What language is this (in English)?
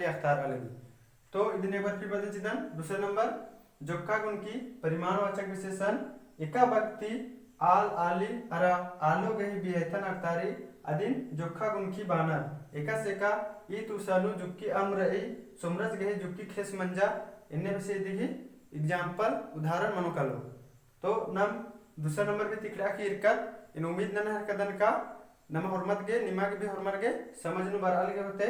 Kurukh